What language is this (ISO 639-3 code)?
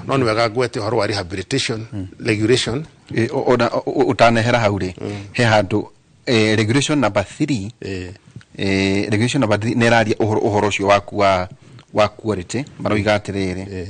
kik